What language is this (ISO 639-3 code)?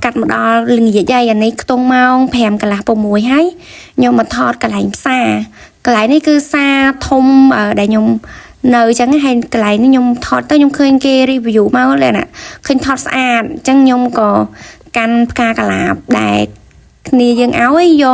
khm